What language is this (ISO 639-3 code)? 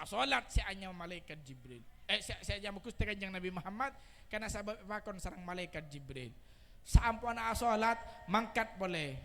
mad